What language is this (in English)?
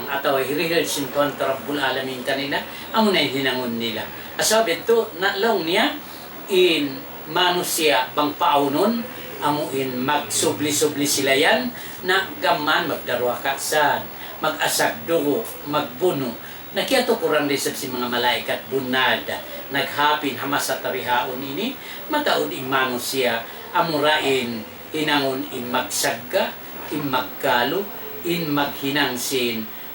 Tausug